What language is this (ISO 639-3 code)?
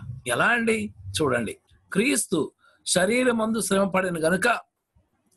tel